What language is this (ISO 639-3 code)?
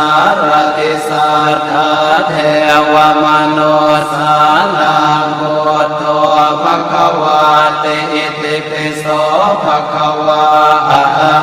pli